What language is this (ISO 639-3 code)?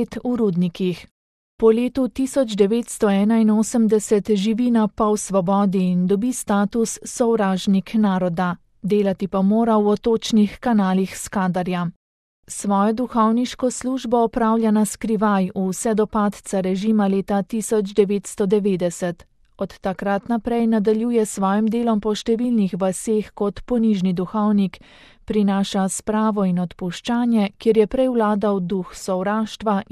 slv